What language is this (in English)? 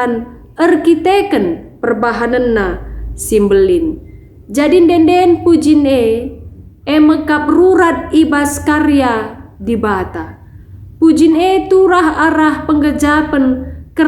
Batak Karo